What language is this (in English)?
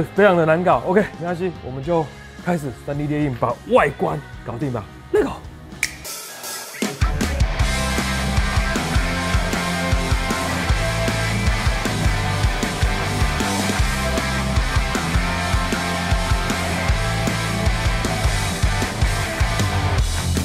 Chinese